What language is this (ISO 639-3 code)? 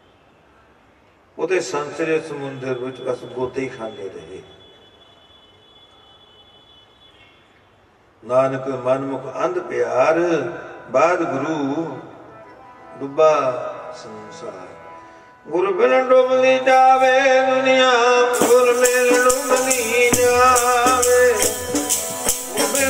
pan